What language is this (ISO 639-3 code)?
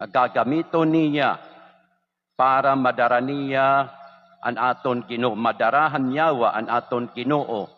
war